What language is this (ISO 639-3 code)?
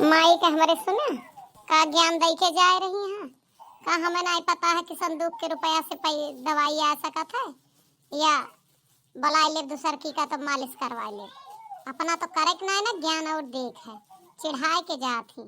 awa